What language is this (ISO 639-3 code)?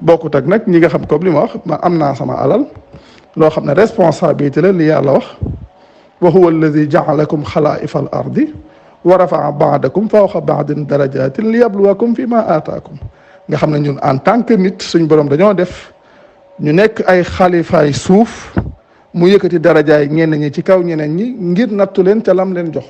wol